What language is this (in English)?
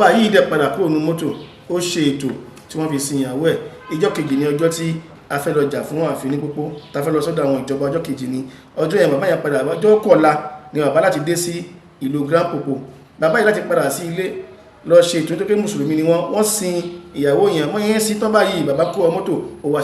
Yoruba